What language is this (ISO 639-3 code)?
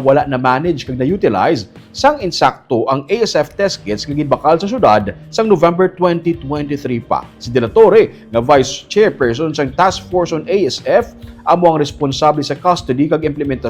hil